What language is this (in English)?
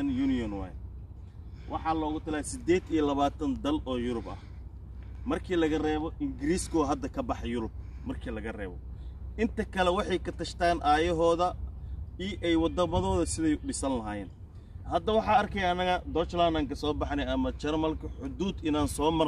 Somali